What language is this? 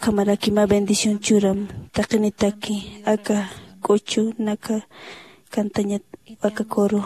Aymara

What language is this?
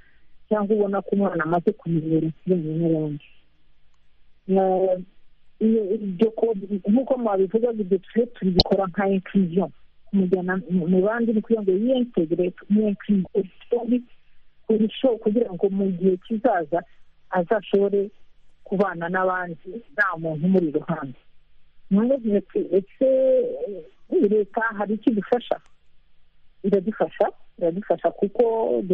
Kinyarwanda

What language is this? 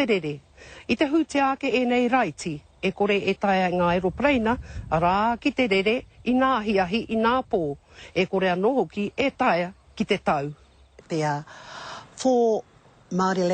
Māori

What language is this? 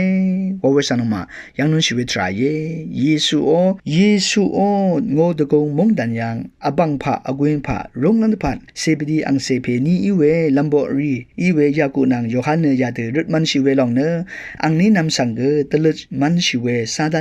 Rawang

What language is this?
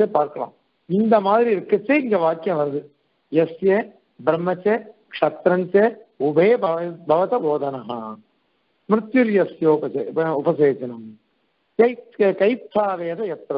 Tamil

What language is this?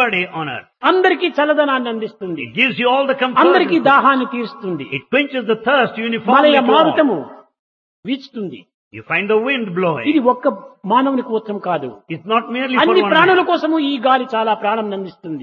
Telugu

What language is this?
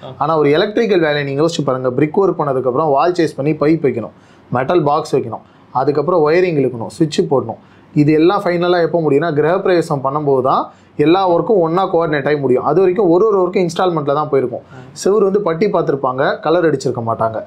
Tamil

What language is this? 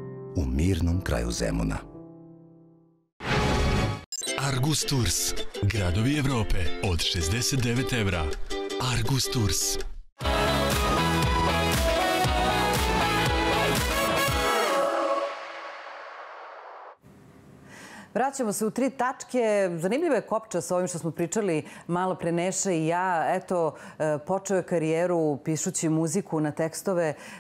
Serbian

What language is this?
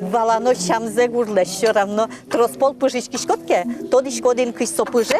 Udmurt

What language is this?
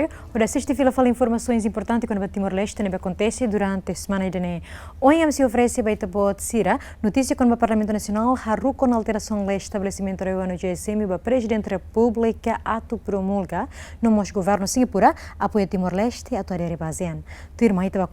Tetum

